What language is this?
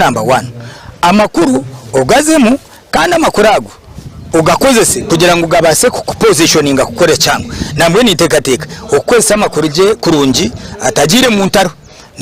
Nyankole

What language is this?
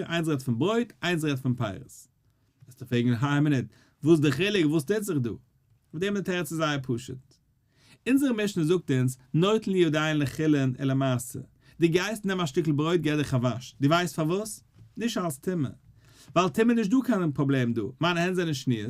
Yiddish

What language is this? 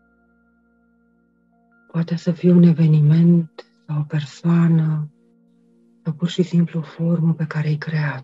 Romanian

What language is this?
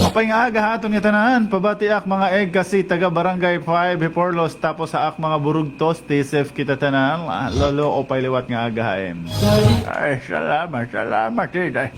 Waray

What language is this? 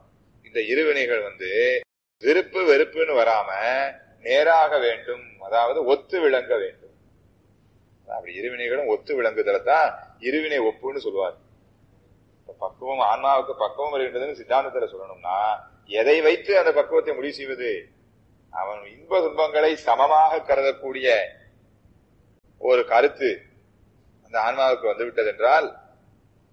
Tamil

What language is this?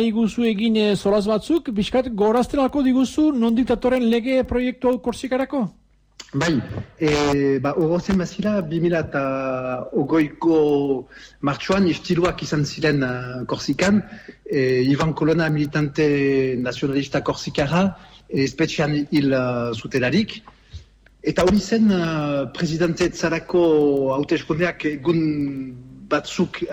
Basque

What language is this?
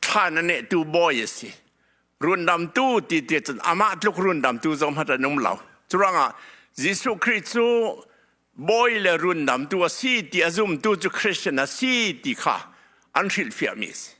Hakha Chin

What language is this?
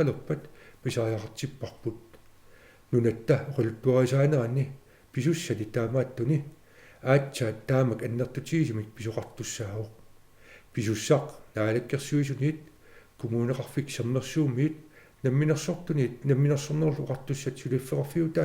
Kalaallisut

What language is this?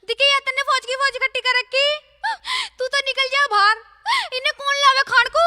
Haryanvi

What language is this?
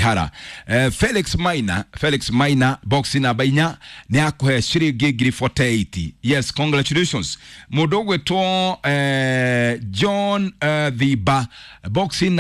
Kikuyu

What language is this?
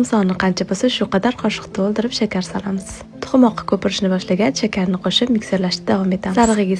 Uzbek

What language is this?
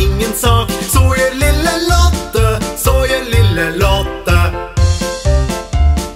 Norwegian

